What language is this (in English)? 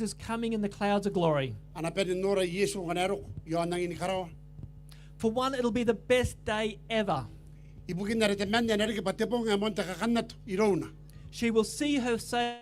Gilbertese